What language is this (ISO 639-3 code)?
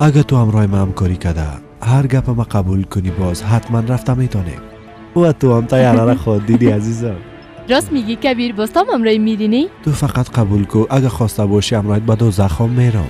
fas